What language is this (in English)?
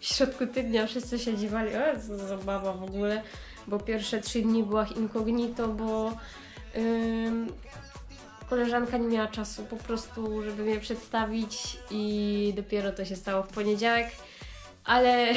Silesian